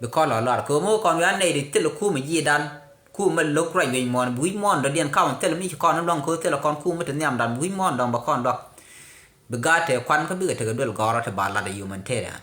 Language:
Nuer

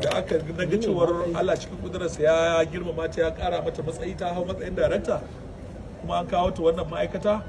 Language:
Hausa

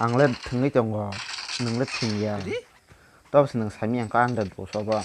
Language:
Kok Borok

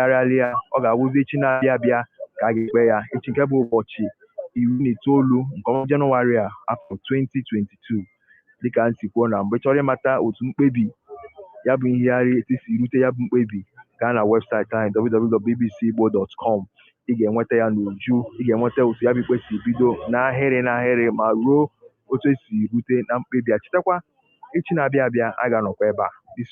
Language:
Igbo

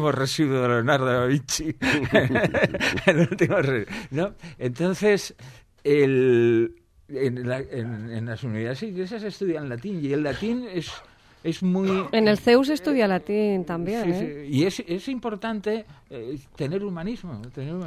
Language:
Spanish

